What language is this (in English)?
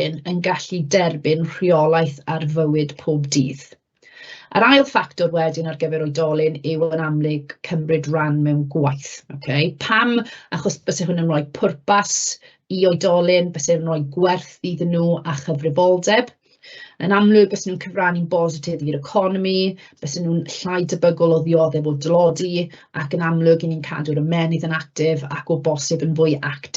Welsh